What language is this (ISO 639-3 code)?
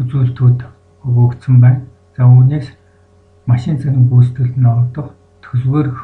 mon